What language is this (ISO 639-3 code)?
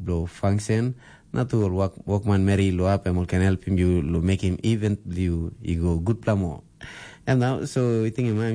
tpi